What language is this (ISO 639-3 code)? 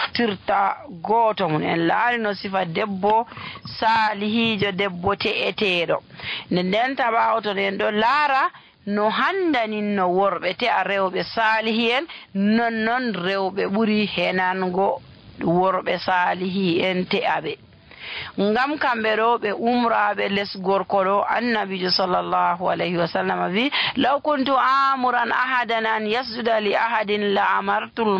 fuv